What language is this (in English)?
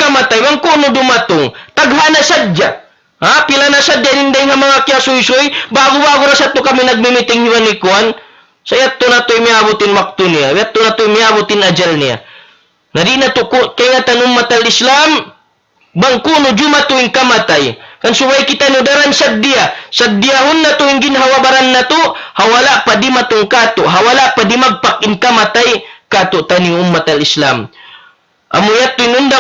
Tausug